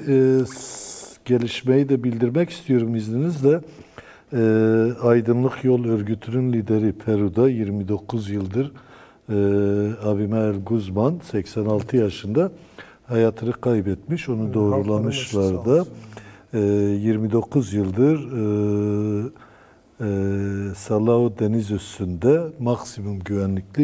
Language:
Turkish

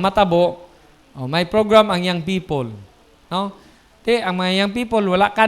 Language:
Hiligaynon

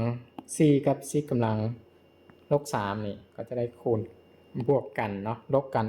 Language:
Lao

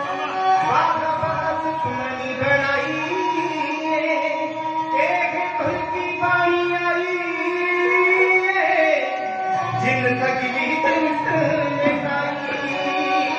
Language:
Punjabi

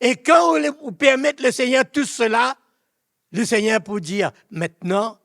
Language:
Morisyen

